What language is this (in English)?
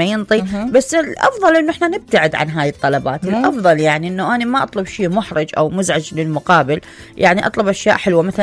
Mesopotamian Arabic